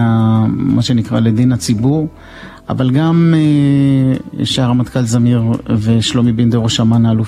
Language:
Hebrew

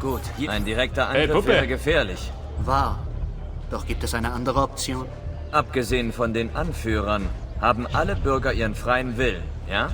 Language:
Bavarian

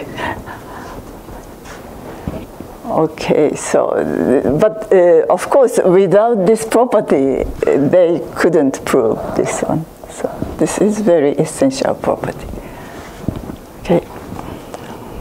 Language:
English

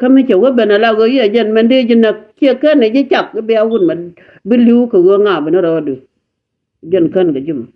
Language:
Nuer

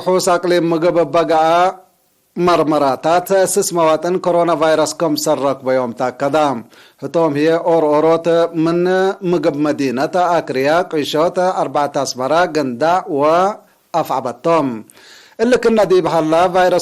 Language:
Tigre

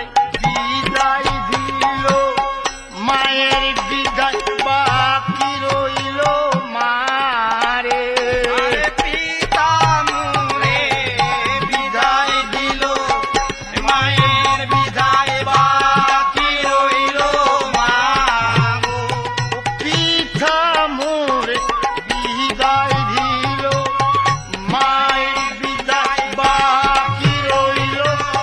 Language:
Bangla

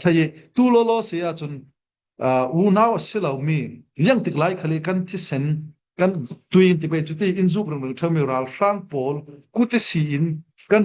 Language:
Falam Chin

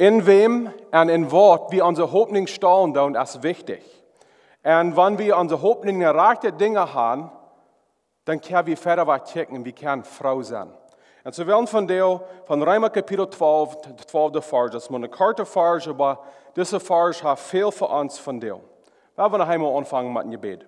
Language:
Plautdietsch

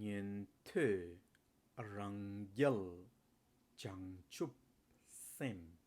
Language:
Tibetan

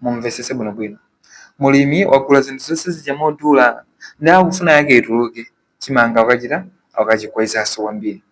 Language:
Nyanja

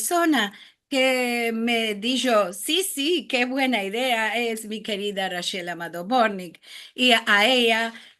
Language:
Ladino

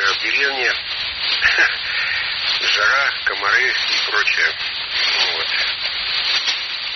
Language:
Russian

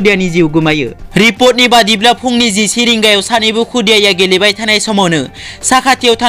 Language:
Bodo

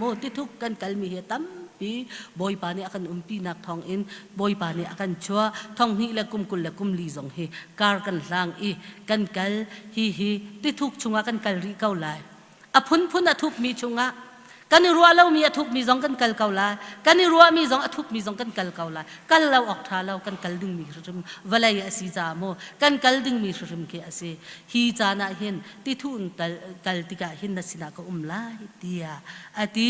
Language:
Hakha Chin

